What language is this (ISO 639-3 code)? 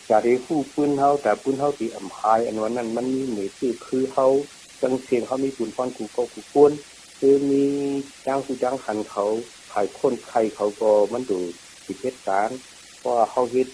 shn